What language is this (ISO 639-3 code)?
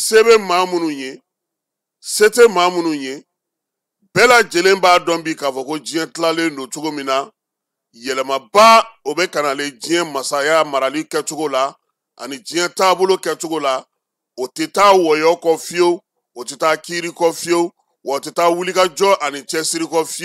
bam